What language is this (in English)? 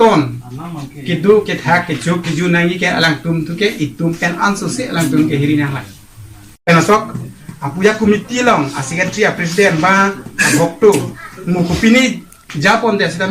Karbi